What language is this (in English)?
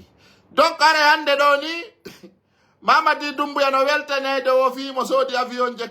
Fula